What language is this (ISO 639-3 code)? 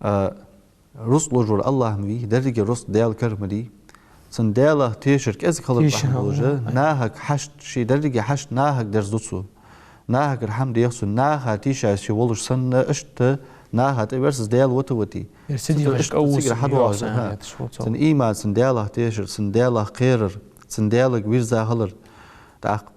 inh